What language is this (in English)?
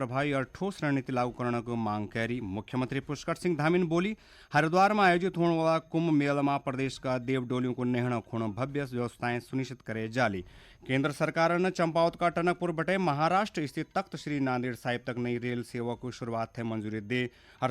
Garhwali